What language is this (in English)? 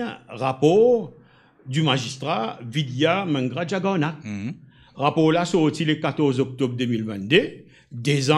Morisyen